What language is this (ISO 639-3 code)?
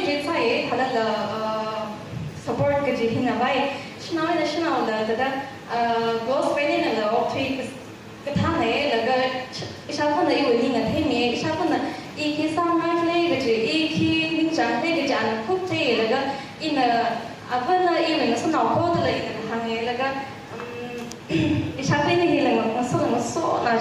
nmf